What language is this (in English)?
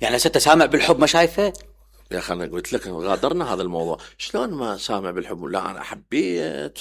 Mesopotamian Arabic